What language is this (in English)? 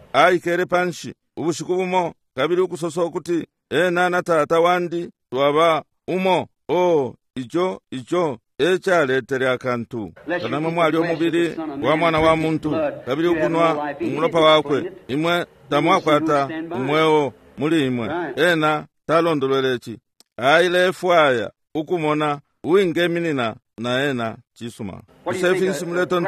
Bemba